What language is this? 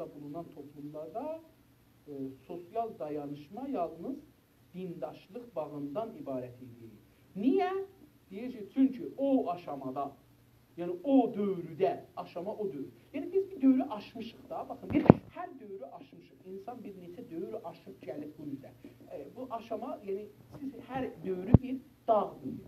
South Azerbaijani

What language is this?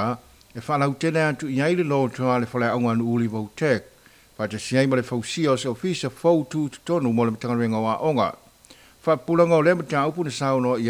Samoan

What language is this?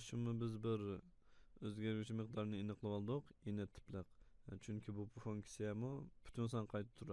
Uyghur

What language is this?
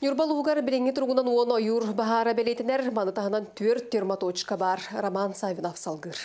Yakut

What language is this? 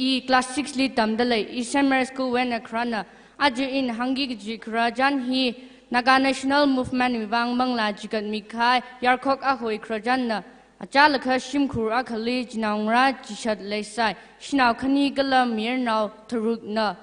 Tangkhul Naga (India)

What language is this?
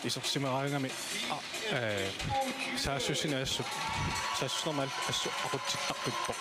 Kalaallisut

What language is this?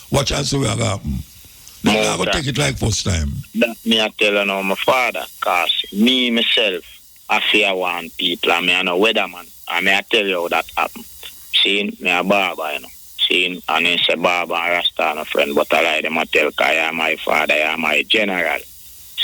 Jamaican Creole English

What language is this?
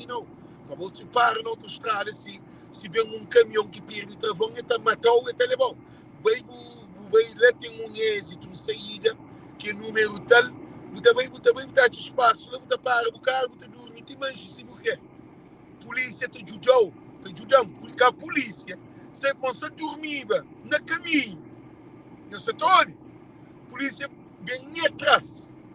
Kabuverdianu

